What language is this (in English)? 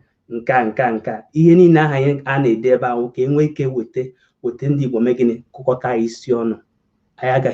Igbo